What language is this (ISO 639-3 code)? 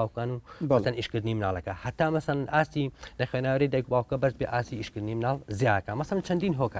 ckb